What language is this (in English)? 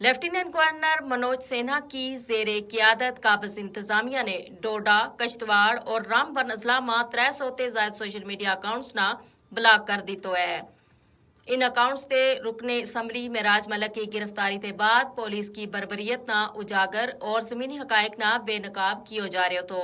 Gujari